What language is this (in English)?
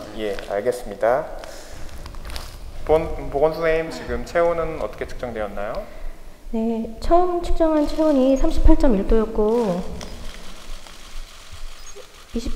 Korean